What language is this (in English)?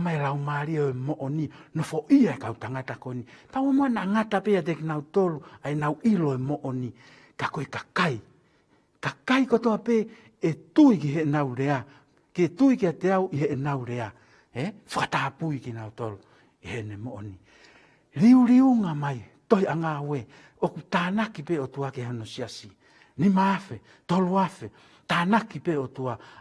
Tongan